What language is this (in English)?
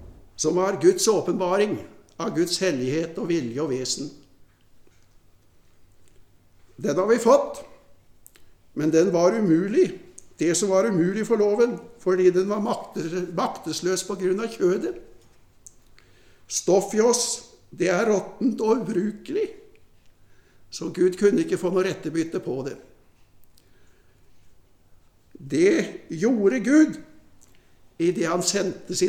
Norwegian